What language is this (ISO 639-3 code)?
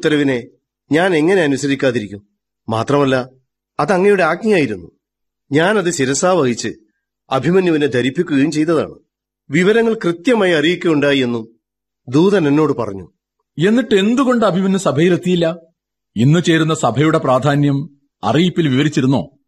mal